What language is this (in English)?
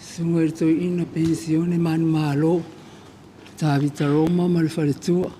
Samoan